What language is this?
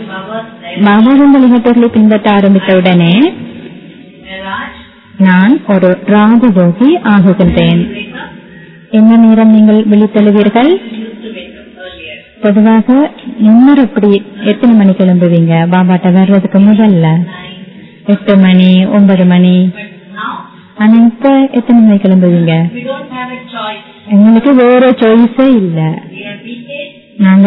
Tamil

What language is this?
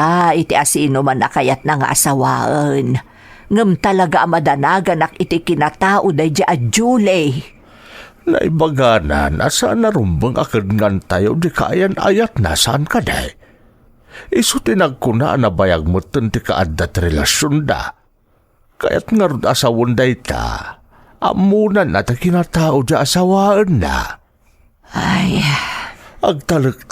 Iloko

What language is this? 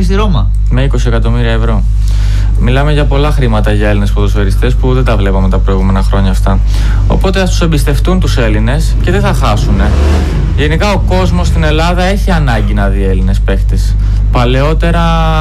Greek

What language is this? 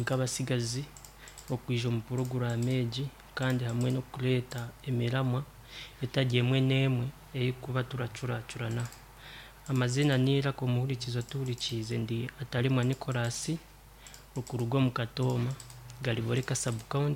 Nyoro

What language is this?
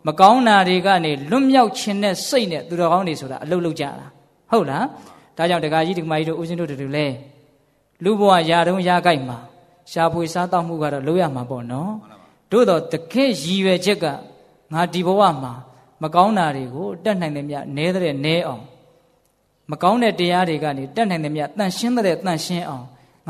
Burmese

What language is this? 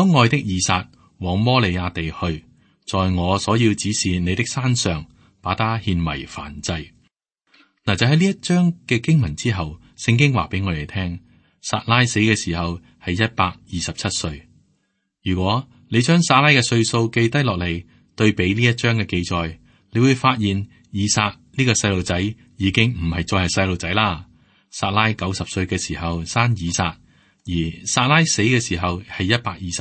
Cantonese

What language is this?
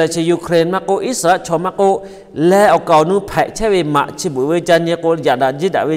Lahu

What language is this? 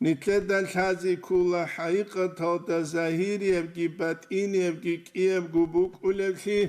Avaric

